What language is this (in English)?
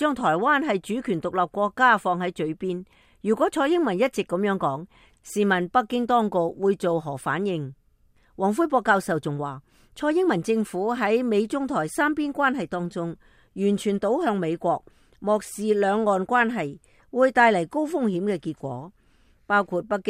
Cantonese